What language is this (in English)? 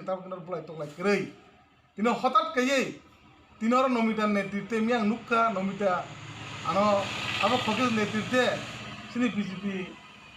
Kok Borok